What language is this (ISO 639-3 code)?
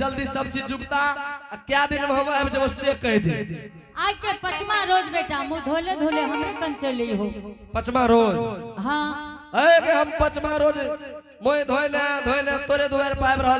anp